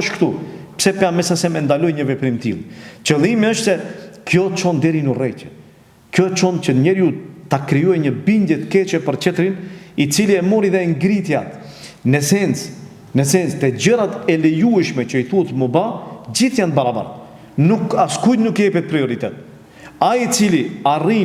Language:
Albanian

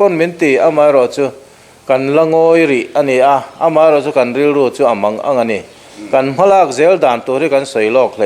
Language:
Mizo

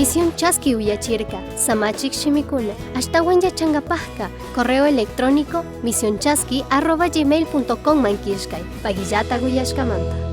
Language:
Chimborazo Highland Quichua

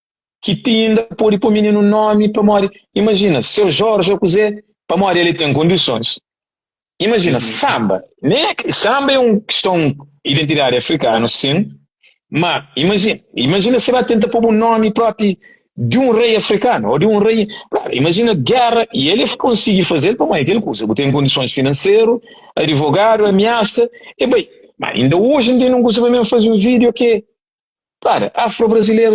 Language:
Kabuverdianu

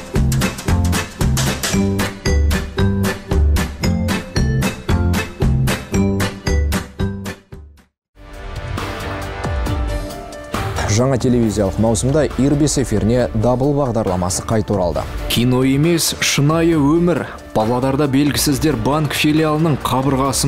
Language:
Kazakh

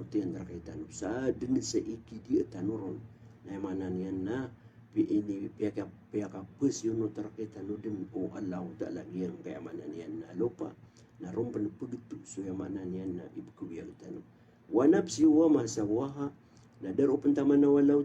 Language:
Maranao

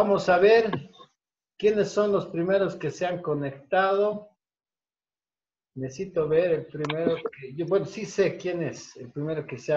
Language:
Spanish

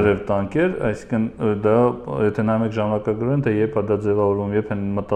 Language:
Armenian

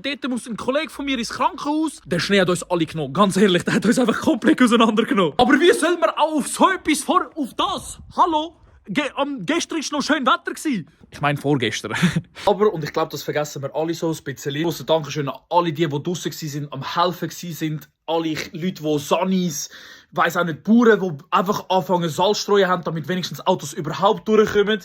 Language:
Swiss German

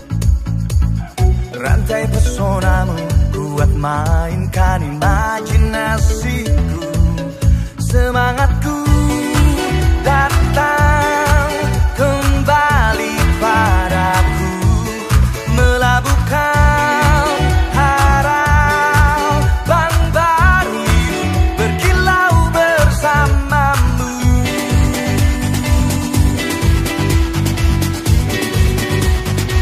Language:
Indonesian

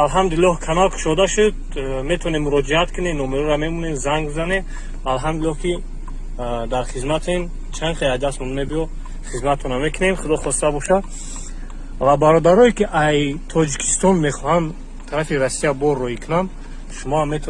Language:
Tajik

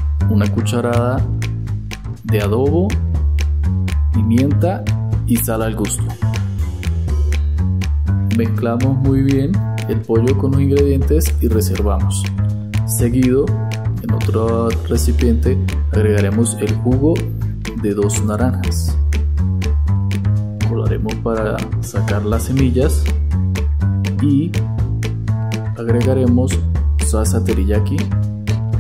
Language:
Spanish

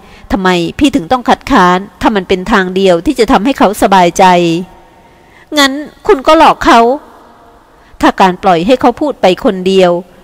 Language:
Thai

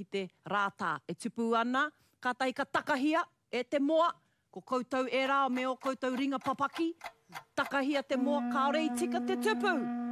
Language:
Māori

